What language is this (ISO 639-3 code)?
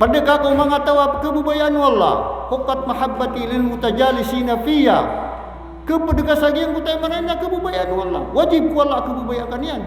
mrw